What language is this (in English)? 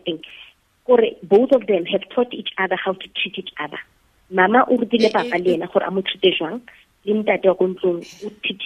Tswana